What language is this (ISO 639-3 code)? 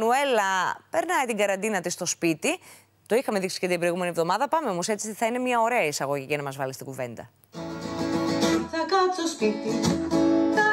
ell